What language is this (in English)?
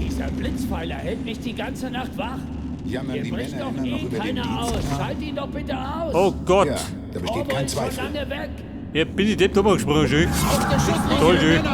Bavarian